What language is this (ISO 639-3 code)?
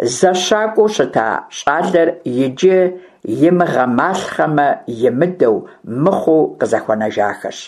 kbd